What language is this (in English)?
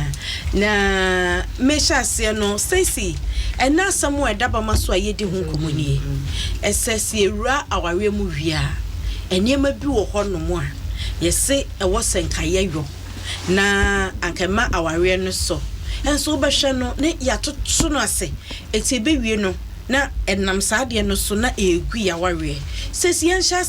Akan